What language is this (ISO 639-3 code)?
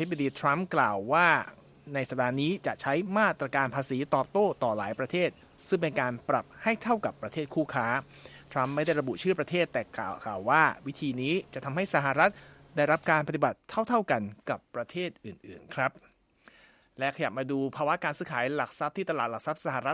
tha